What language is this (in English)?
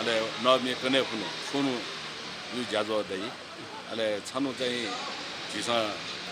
Newari